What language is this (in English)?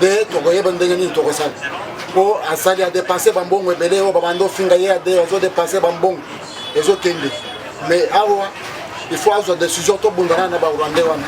Lingala